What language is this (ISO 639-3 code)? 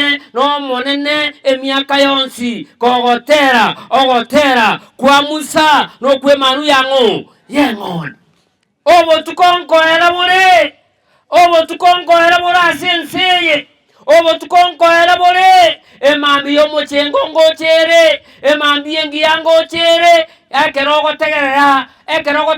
guz